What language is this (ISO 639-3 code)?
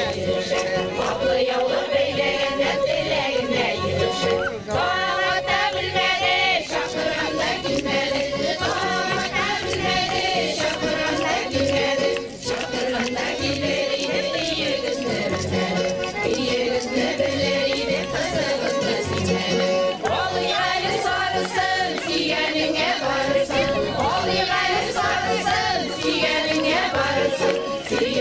tat